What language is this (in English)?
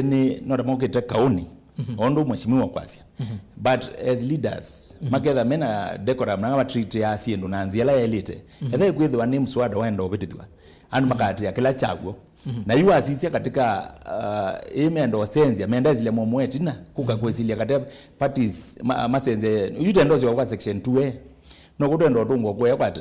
Kamba